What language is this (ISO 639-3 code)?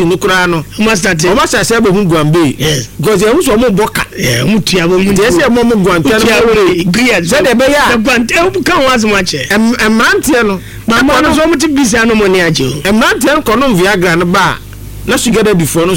aka